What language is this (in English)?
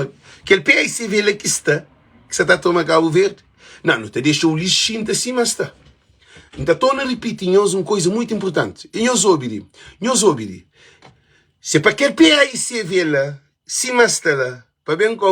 Kabuverdianu